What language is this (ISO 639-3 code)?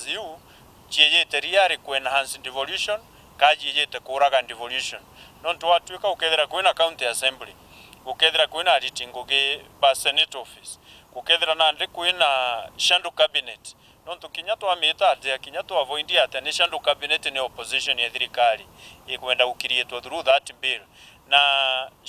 mer